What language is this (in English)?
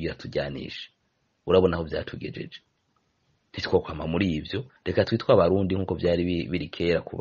Rundi